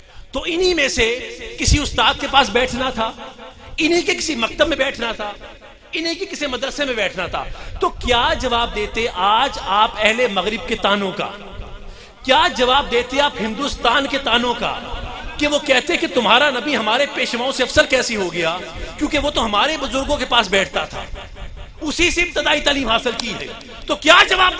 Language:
Urdu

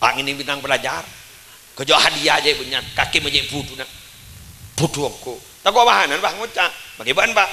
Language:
Madurese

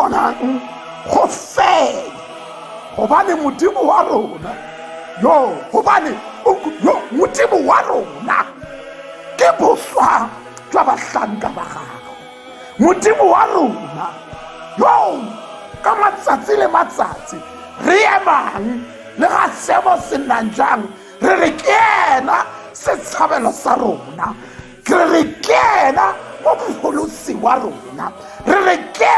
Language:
Tswana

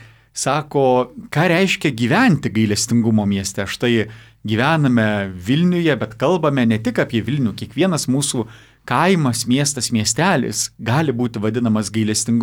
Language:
Lithuanian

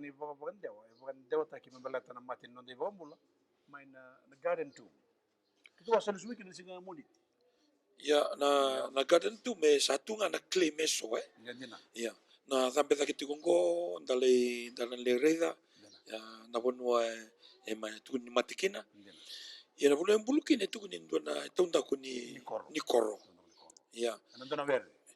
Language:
Fijian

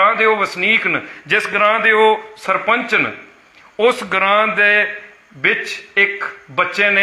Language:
Dogri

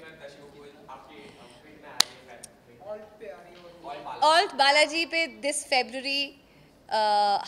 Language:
Hindi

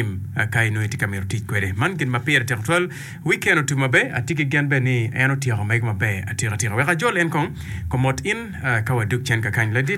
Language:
Acoli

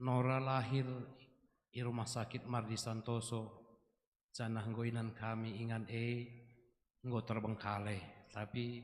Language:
Batak Karo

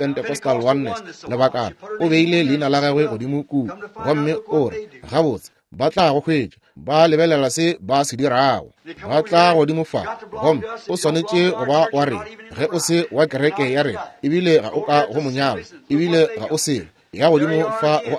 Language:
Northern Sotho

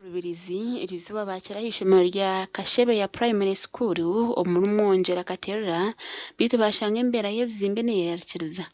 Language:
Nyankole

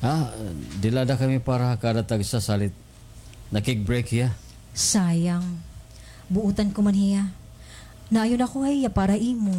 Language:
Waray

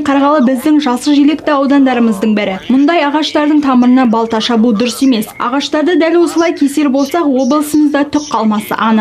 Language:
Kazakh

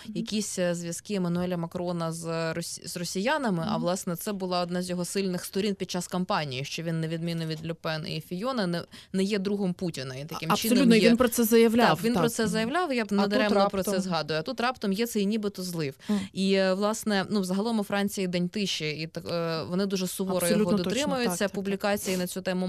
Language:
Ukrainian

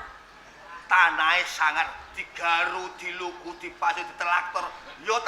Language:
Javanese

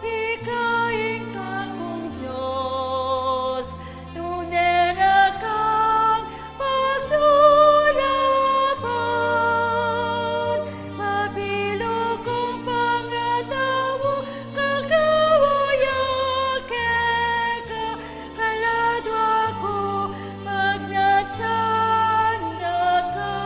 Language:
Pampanga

